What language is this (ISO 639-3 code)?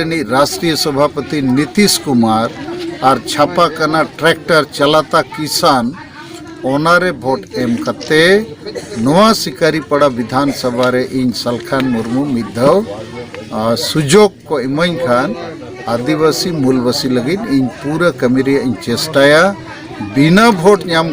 sat